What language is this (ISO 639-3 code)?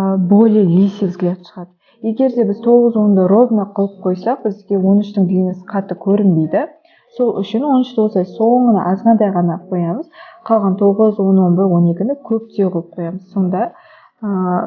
kaz